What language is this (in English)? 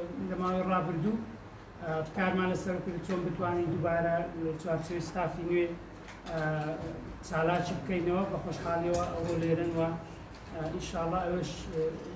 Central Kurdish